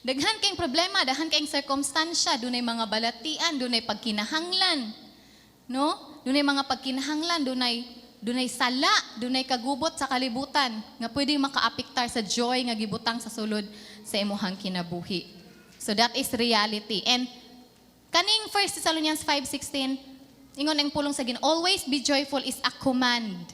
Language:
Cebuano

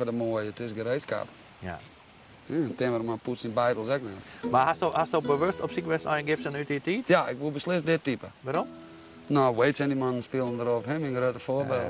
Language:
Western Frisian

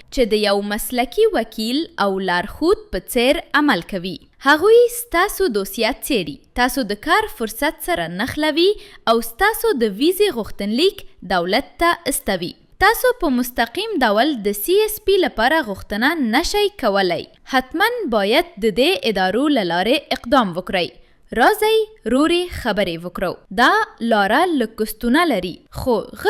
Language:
Pashto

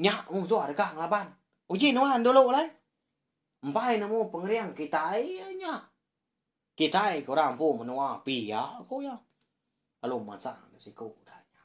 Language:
Iban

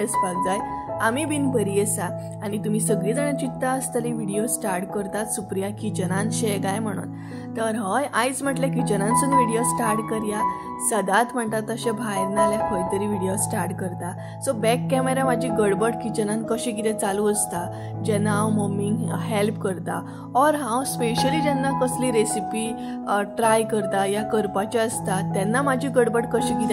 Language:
Konkani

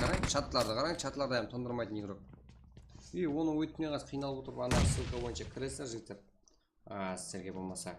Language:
Kara-Kalpak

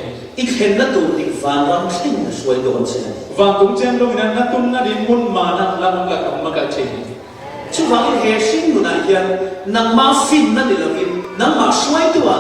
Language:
Falam Chin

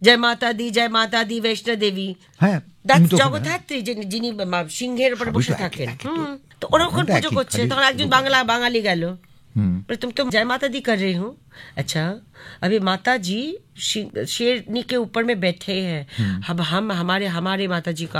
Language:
Bangla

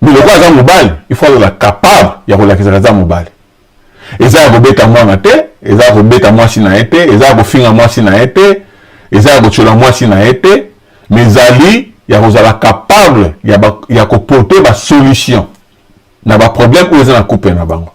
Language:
Lingala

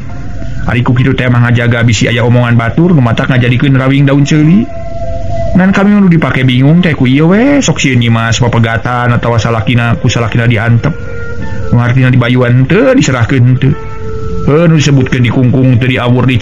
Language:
Sundanese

